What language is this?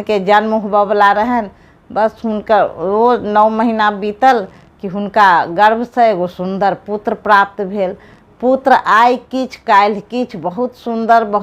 Maithili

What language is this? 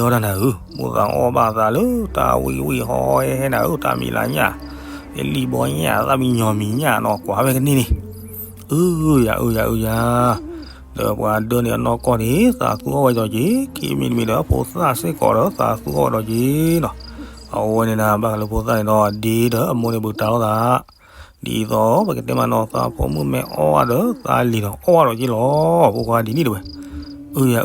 S'gaw Karen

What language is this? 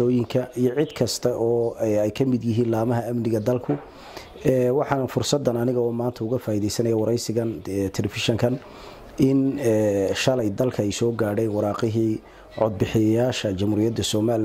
Somali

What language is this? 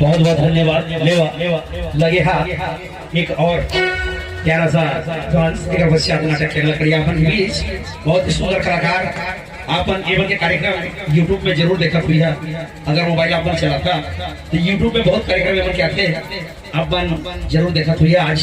Chhattisgarhi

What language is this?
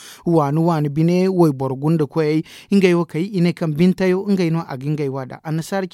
Zarma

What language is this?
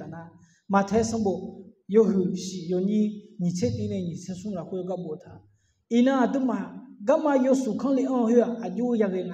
Akha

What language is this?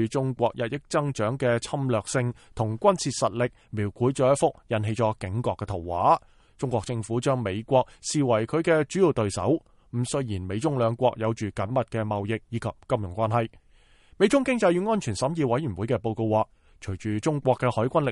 Cantonese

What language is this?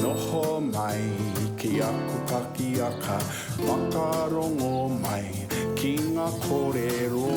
Māori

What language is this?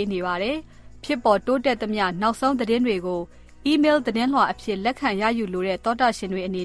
Burmese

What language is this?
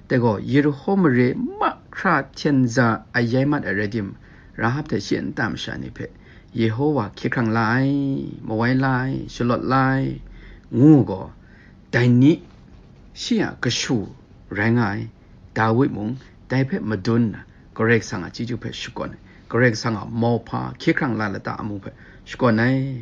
Kachin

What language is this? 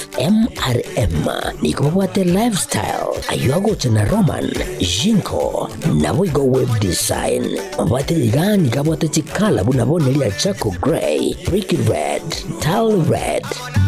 Gusii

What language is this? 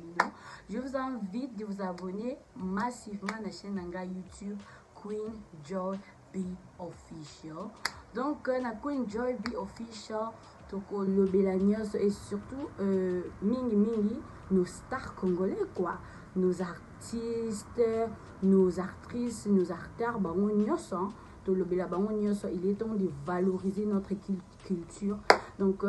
Lingala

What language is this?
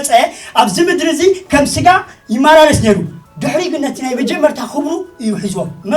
Tigrinya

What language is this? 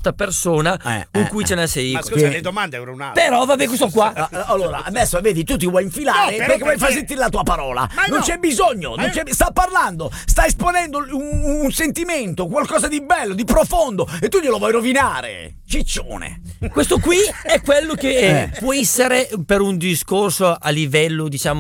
Italian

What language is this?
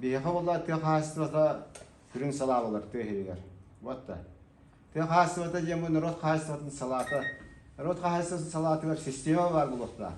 Yakut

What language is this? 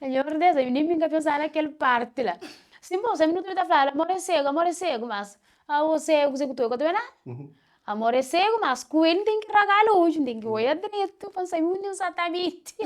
Kabuverdianu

